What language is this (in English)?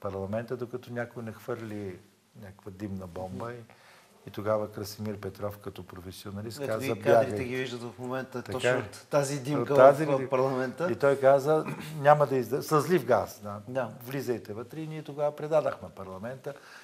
Bulgarian